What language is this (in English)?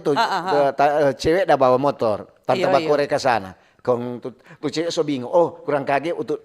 Manado Malay